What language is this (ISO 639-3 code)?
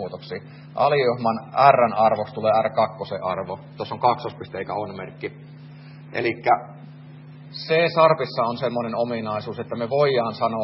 fin